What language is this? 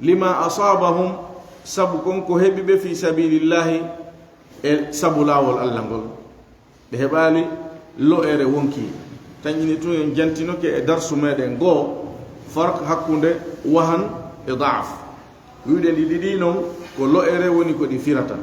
Fula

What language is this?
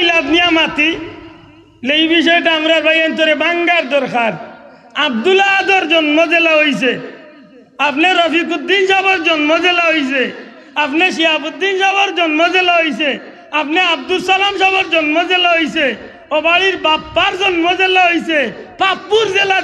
Sylheti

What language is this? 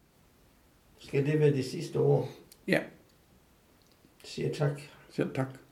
Danish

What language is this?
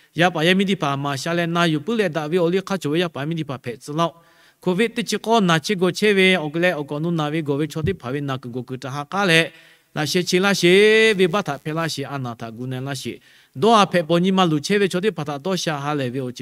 Lahu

